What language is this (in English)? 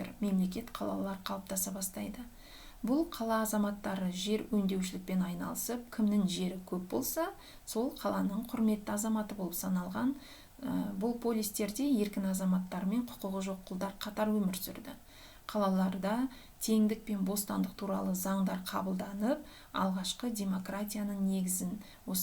Kazakh